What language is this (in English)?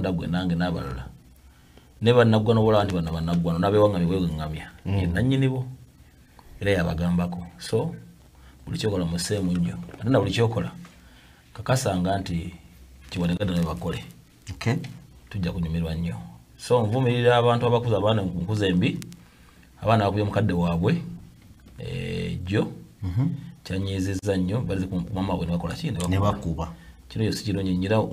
Ganda